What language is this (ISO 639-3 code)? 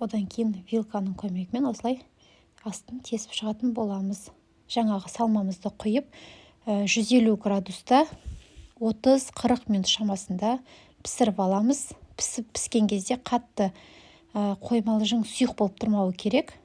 kaz